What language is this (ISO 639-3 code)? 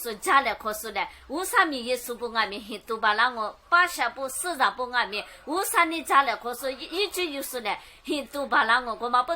lis